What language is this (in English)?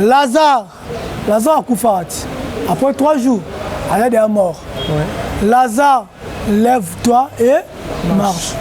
Lingala